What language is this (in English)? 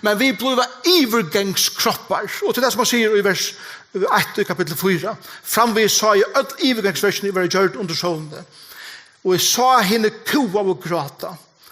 Faroese